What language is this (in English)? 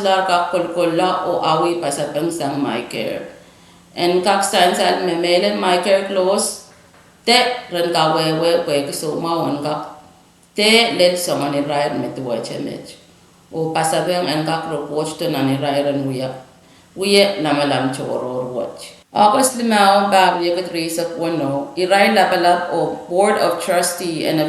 Pohnpeian